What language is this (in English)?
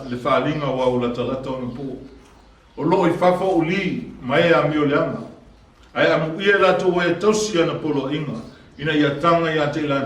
Samoan